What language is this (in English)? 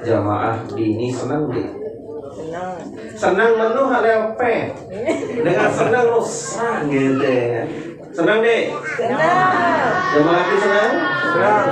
Sasak